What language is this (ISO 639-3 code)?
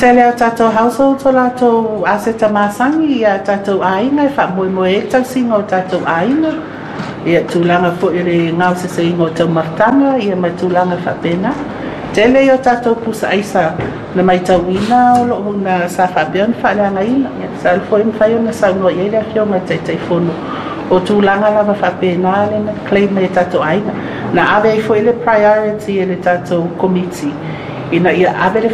smo